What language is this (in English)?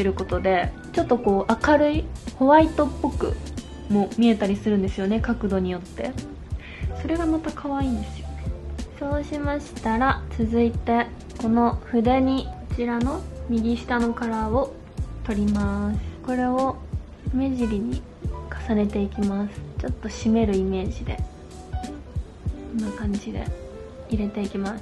Japanese